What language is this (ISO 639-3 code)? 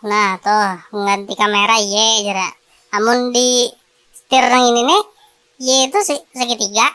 bjn